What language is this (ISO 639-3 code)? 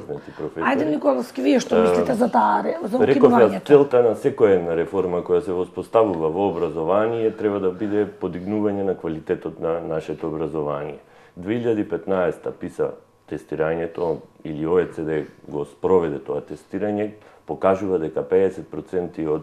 mkd